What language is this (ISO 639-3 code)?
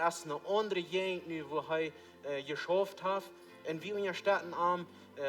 pdt